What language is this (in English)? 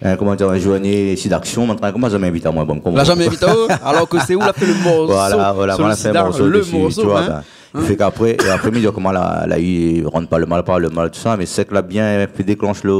Réunion Creole French